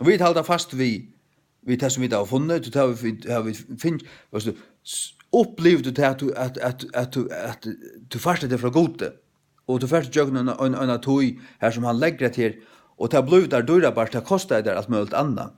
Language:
Faroese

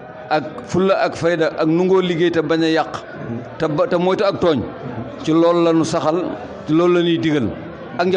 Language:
Wolof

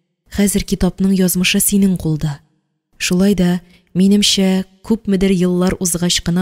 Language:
Tatar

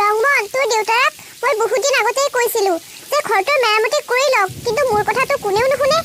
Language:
Assamese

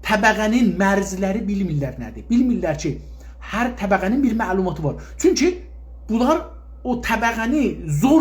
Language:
South Azerbaijani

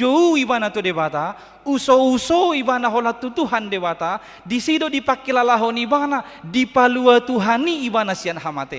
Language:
Batak Toba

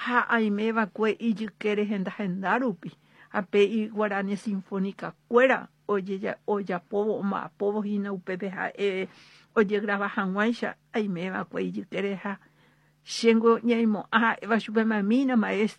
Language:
Guarani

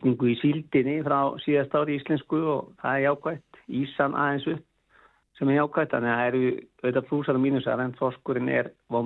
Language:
Icelandic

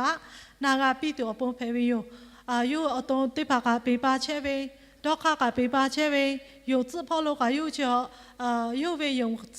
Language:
Lahu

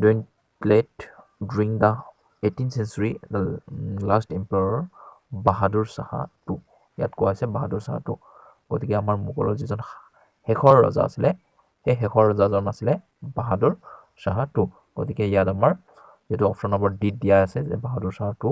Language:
Assamese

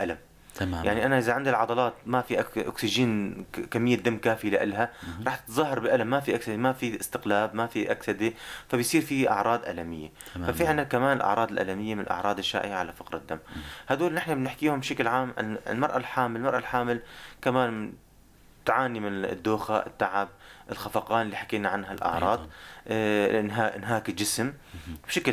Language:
North Levantine Arabic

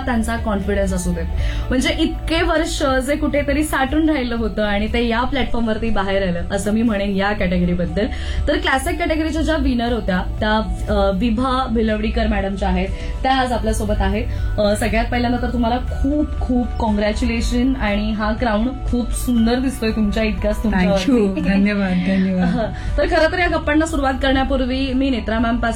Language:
Marathi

